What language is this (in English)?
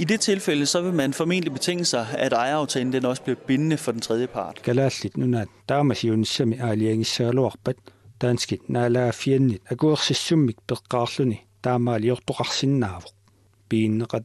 Kalaallisut